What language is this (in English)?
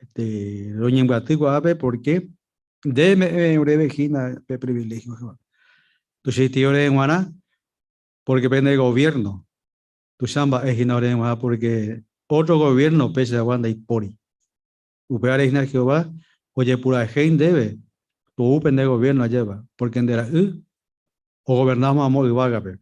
Guarani